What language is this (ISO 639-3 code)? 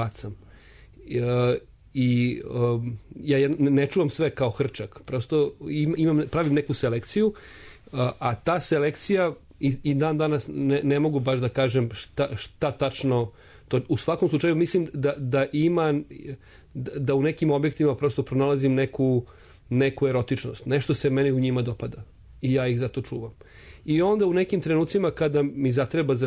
srp